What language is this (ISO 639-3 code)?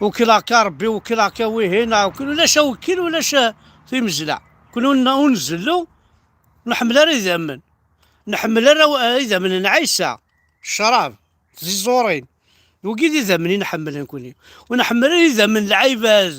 kab